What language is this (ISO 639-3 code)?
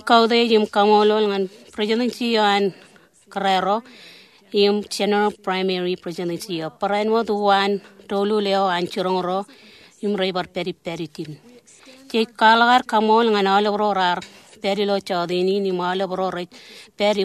mah